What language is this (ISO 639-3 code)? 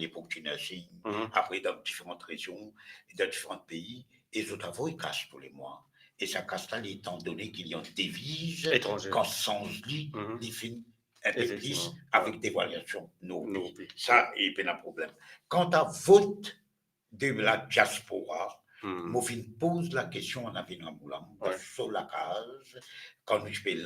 mfe